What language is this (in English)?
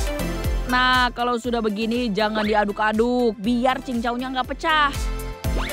Indonesian